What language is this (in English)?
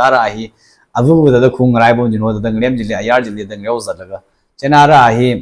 Tangkhul Naga (India)